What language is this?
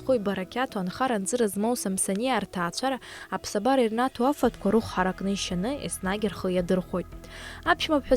Abkhazian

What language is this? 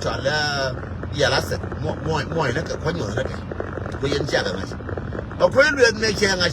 Nuer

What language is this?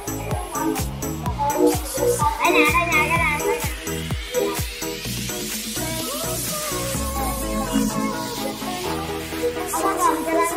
Vietnamese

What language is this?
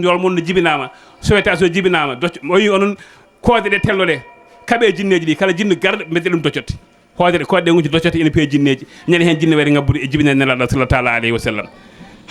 Fula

